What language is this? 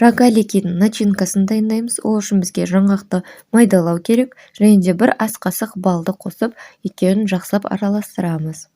Kazakh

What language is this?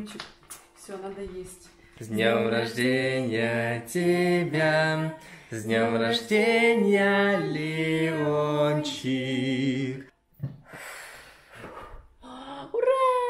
Russian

